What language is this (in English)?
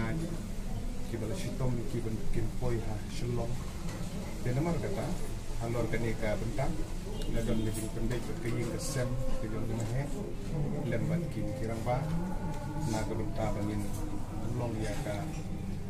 Khasi